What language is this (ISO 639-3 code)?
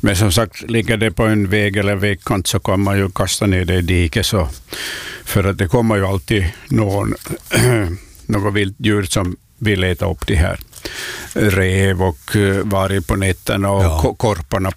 swe